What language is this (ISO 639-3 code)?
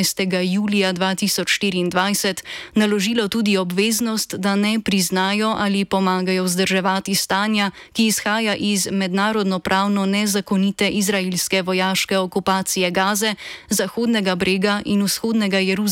slv